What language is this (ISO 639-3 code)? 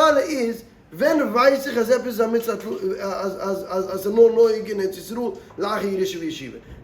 yid